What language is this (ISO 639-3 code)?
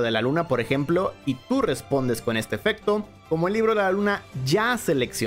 spa